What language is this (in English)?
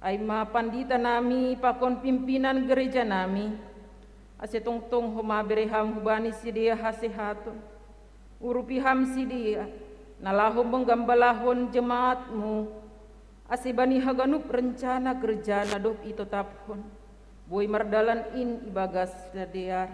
Batak Simalungun